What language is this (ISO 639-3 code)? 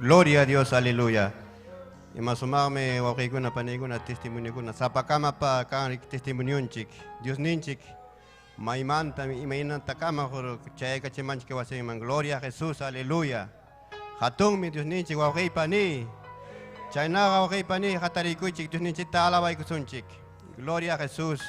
quy